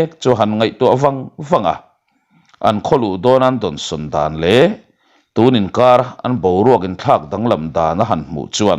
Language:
Mizo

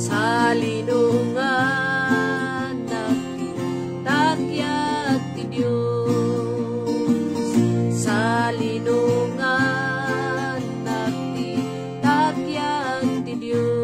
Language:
Iloko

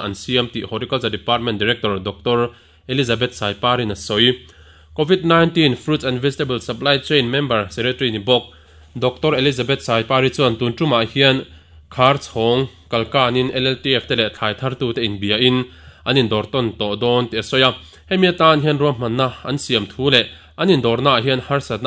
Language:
Mizo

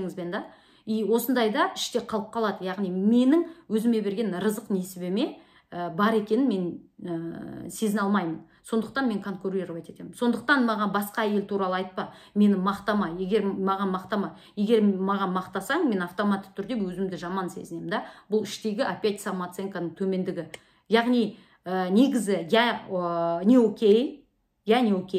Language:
Kazakh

